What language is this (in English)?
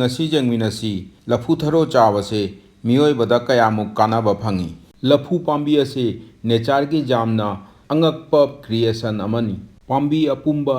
Manipuri